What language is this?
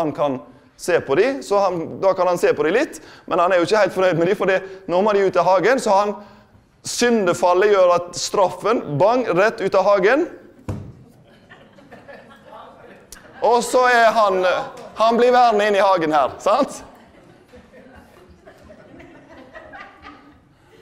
Norwegian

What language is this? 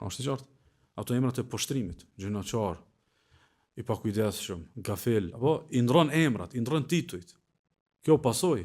Albanian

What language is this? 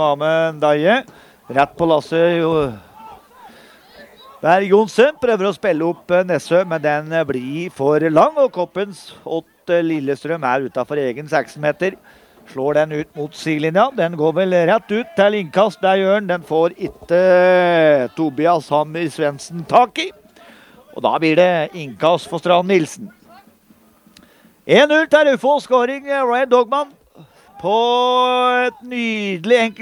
Norwegian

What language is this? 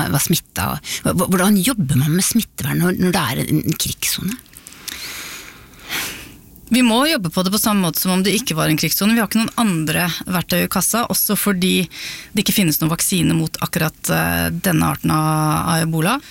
Norwegian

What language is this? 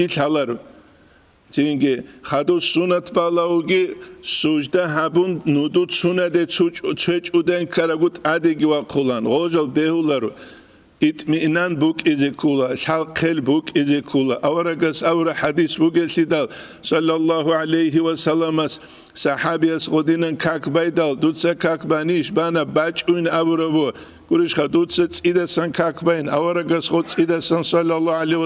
Avaric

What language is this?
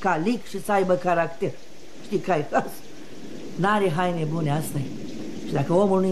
Romanian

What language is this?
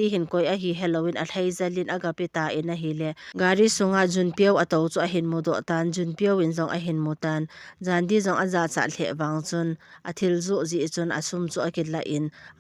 Thado Chin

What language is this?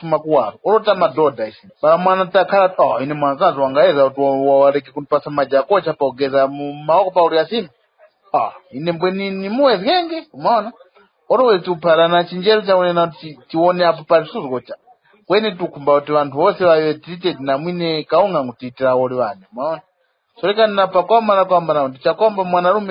Tumbuka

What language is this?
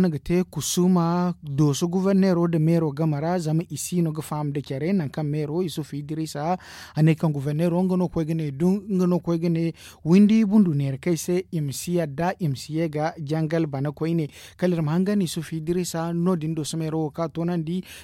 Zarma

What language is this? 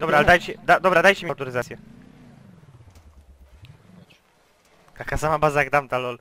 Polish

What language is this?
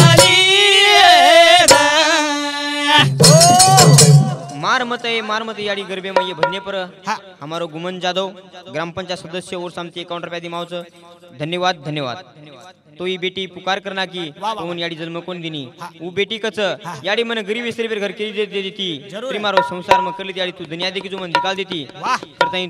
Lambadi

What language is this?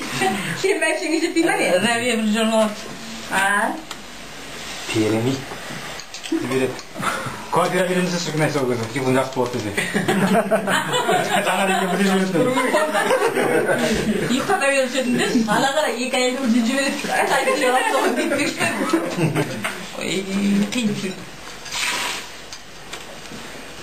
Kazakh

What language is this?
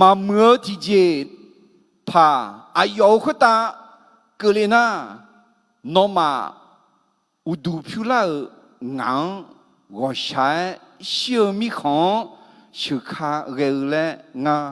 Akha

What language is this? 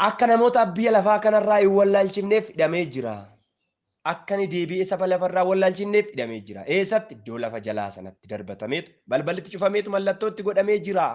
Oromo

